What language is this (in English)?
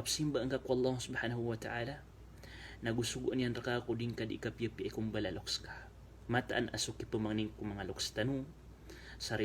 Maranao